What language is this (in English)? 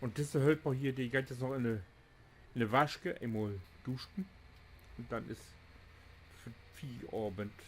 Low German